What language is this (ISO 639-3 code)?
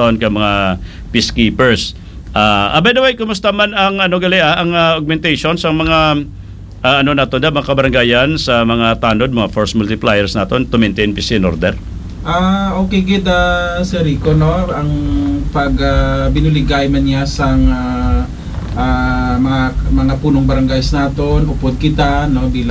hil